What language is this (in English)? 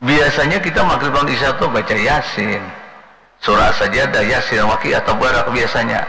Banjar